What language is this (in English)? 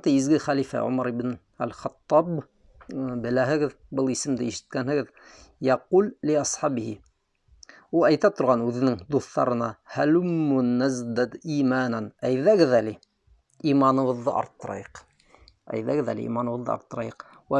Bashkir